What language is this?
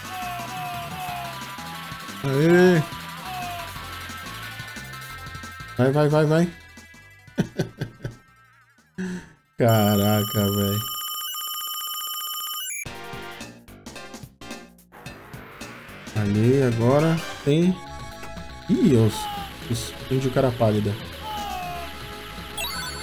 Portuguese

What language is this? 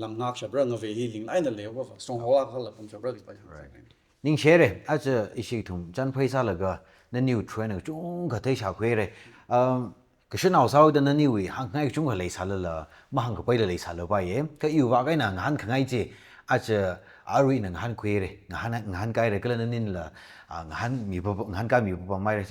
Tangkhul Naga (India)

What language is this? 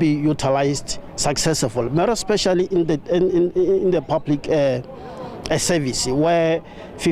Venda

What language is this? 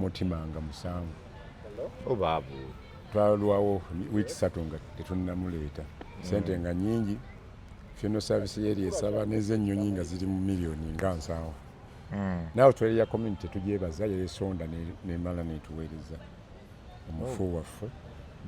Ganda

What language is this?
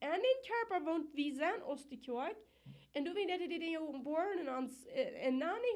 Plautdietsch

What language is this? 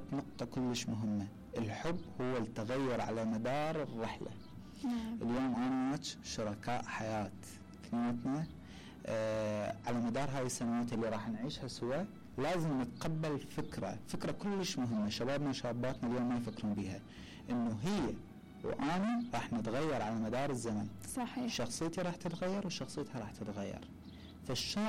Mesopotamian Arabic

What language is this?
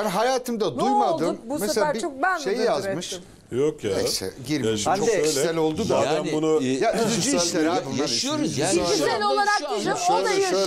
Turkish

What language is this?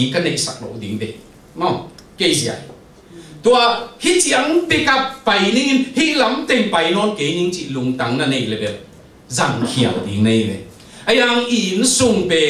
Tedim Chin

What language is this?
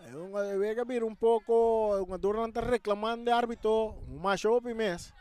Papiamento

